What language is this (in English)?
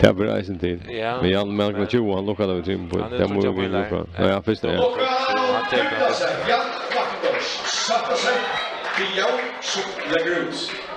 Faroese